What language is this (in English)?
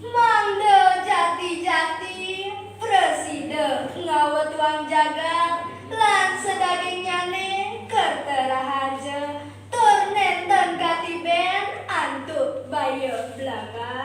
Balinese